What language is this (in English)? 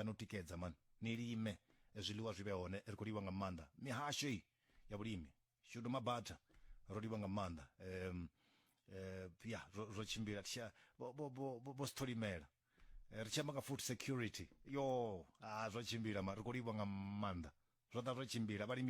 Venda